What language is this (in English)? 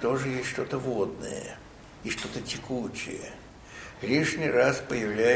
Russian